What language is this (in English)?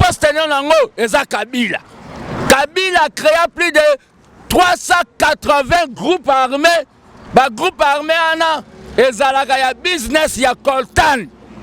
Lingala